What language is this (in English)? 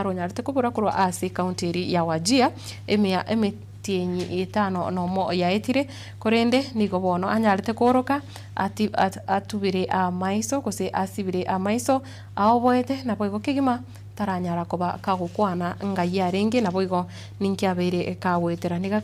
Gusii